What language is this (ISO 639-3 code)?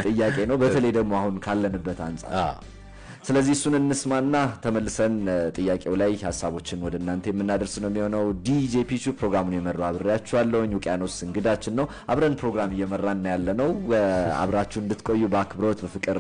amh